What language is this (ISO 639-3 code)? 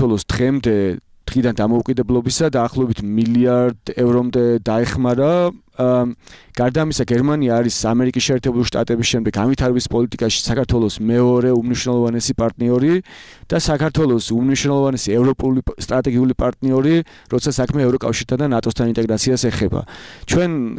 kat